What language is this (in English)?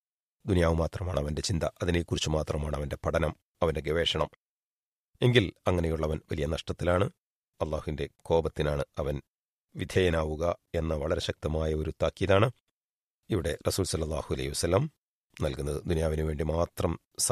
Malayalam